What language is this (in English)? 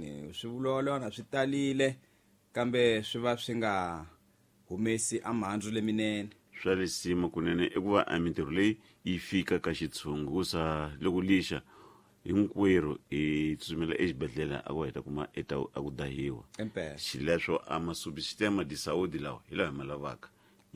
Tsonga